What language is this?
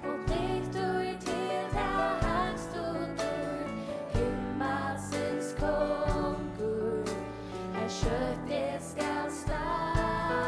Faroese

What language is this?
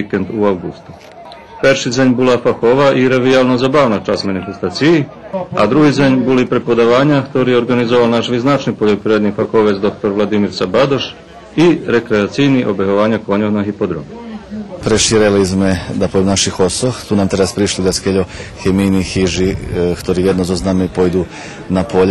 Rusyn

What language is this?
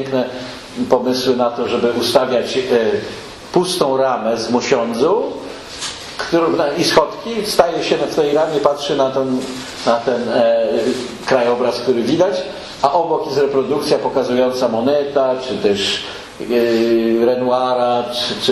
Polish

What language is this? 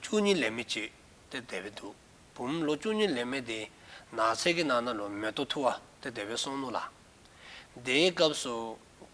Dzongkha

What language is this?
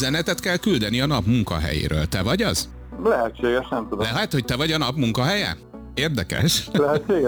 Hungarian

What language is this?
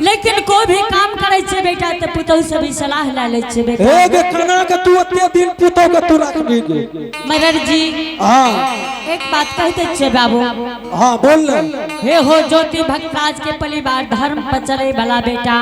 Angika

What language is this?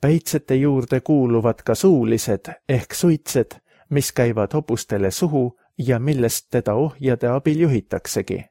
Estonian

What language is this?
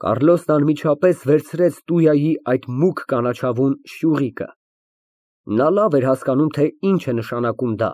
Armenian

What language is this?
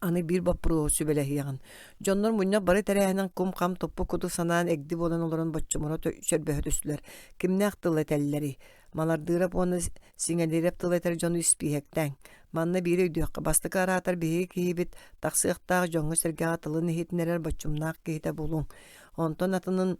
Yakut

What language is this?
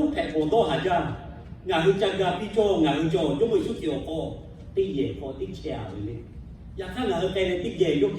Lahu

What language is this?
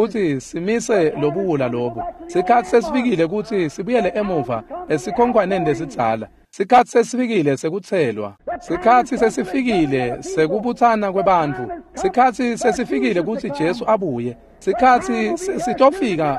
Swati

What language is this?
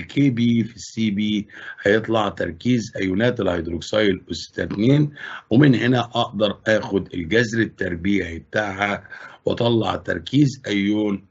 Egyptian Arabic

